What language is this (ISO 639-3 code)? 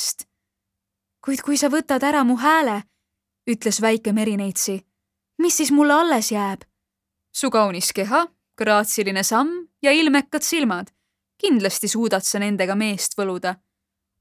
est